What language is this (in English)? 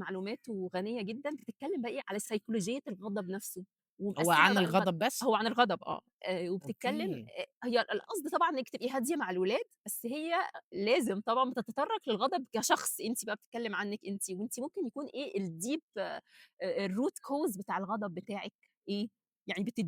Egyptian Arabic